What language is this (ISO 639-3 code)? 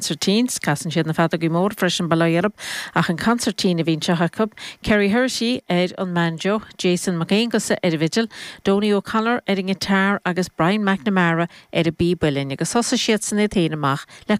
gle